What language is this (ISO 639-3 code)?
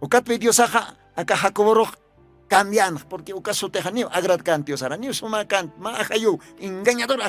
aym